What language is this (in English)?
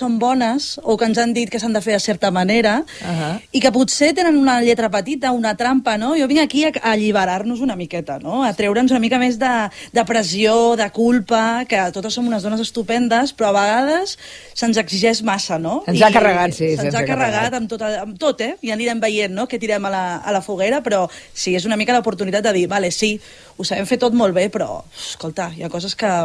Catalan